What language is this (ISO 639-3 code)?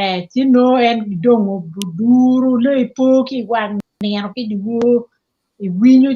ach